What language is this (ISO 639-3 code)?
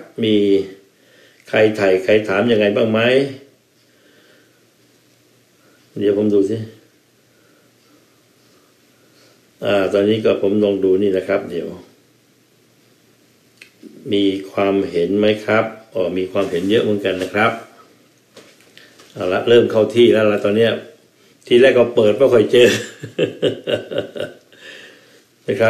tha